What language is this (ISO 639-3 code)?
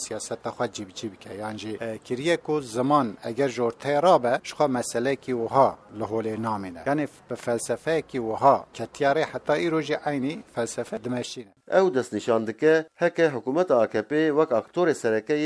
kur